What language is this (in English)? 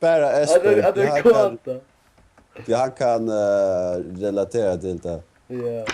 Faroese